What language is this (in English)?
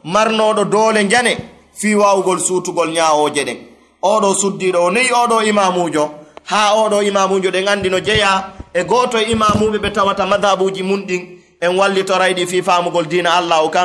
Fula